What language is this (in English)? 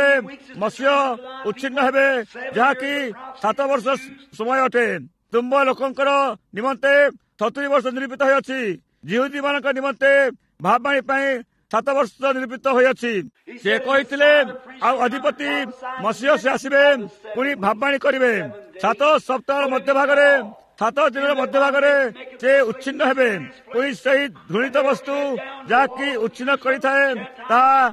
Odia